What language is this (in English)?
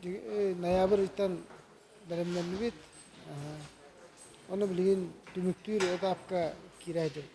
Yakut